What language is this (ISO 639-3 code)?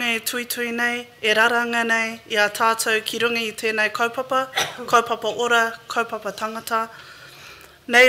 mri